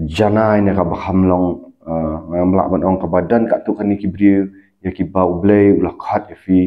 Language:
Khasi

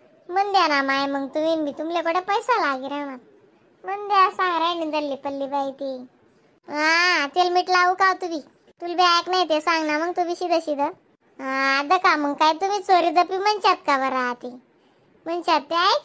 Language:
Khandesi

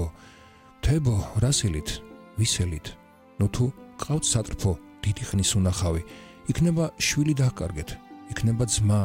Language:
Georgian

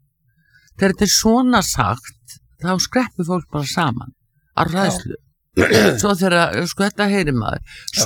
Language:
Icelandic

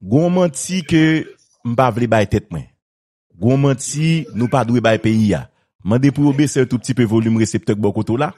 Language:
Haitian Creole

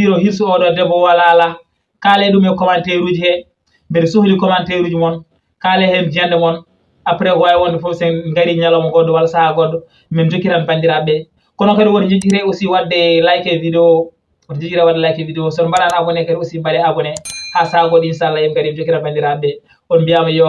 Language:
Fula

